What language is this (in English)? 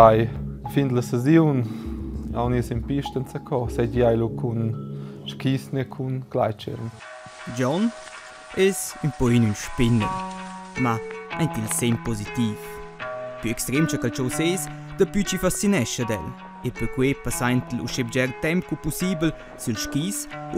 Romansh